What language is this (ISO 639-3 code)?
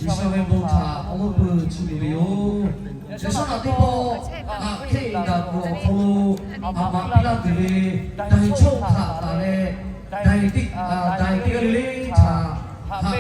lhu